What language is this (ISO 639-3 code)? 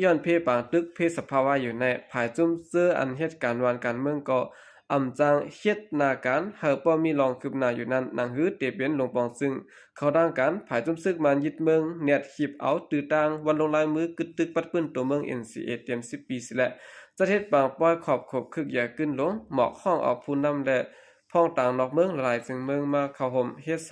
shn